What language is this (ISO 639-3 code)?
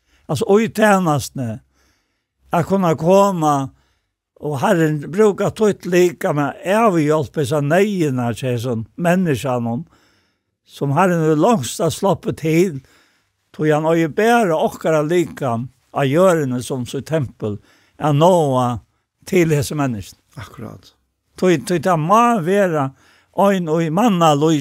fao